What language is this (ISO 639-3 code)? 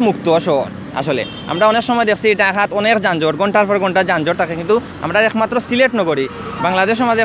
syl